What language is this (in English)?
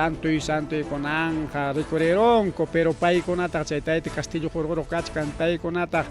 Ayacucho Quechua